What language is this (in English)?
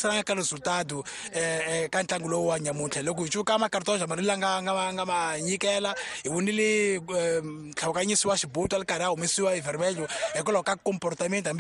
Tsonga